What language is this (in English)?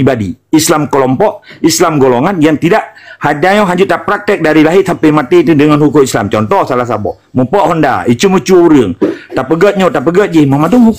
Achinese